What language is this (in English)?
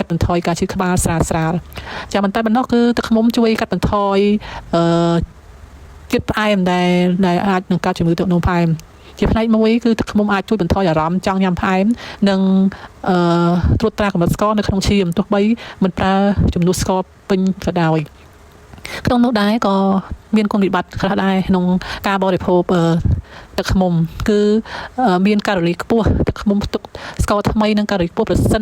Khmer